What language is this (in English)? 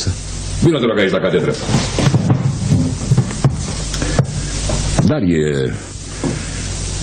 Romanian